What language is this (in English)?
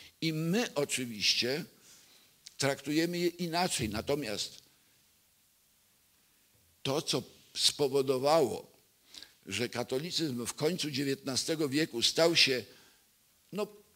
Polish